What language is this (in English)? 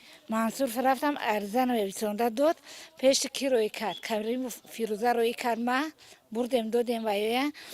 Tajik